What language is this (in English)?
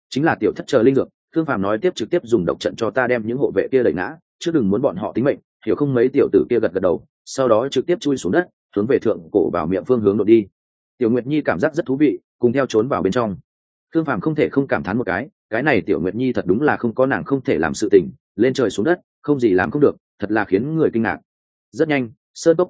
Vietnamese